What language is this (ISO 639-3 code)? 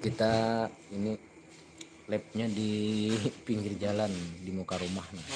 bjn